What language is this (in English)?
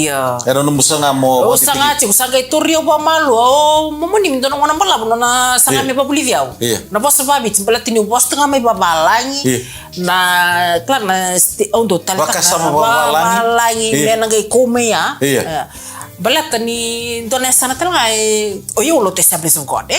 Fijian